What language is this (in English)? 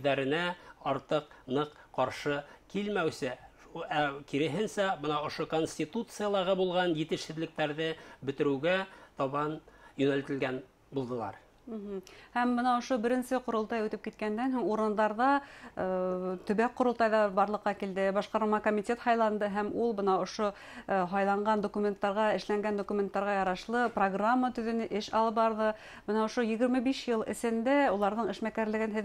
Bashkir